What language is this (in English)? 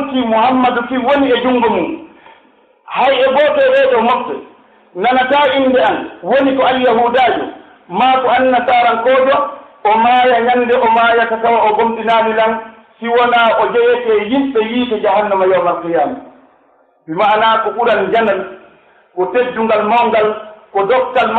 Pular